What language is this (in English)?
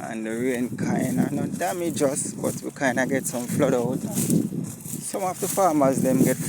Jamaican Creole English